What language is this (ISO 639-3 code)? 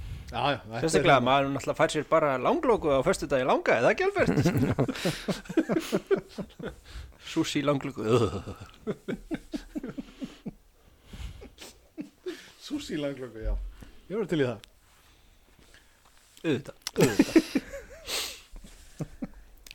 isl